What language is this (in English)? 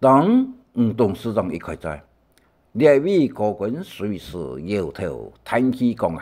Hakka Chinese